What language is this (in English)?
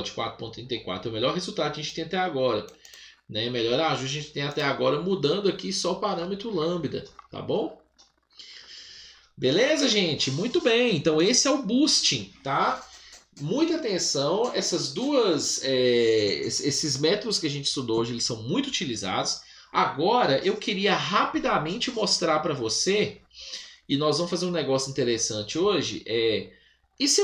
Portuguese